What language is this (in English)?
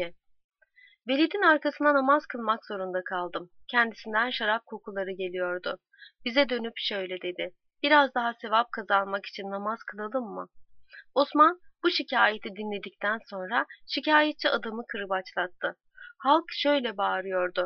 Turkish